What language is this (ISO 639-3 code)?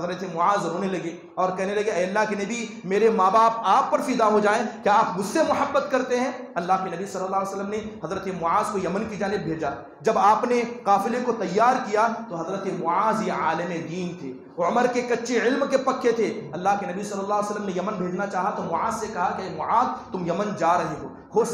urd